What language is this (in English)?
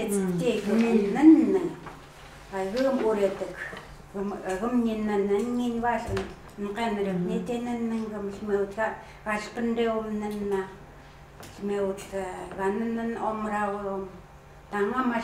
Chukot